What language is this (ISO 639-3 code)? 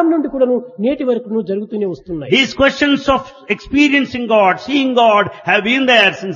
tel